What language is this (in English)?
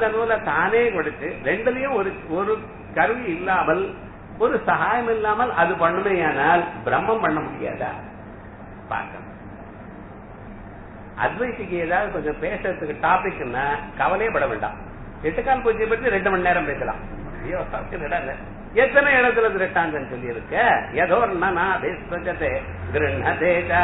Tamil